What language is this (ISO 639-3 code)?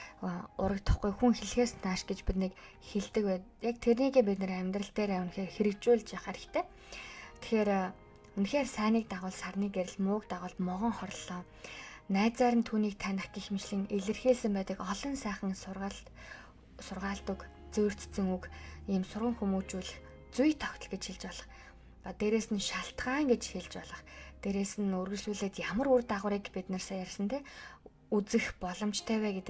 mon